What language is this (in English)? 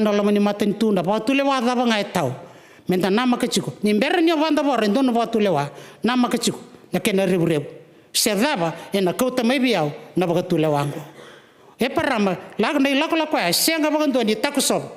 Fijian